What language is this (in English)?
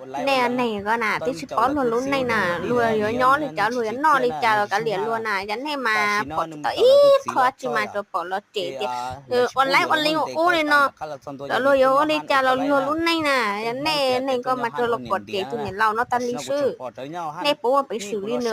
Hmong